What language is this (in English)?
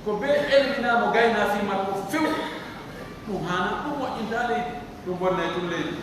Pular